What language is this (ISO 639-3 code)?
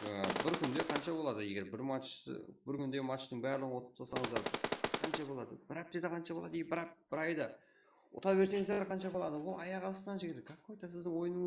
kaa